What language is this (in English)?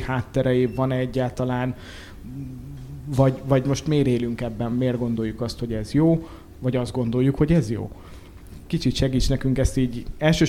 Hungarian